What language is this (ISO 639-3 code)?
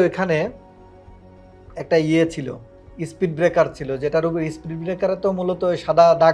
ben